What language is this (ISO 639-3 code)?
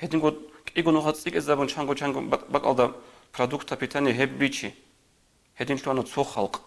ava